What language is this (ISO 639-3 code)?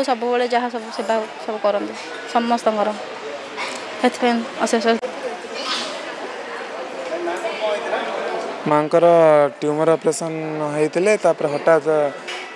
ori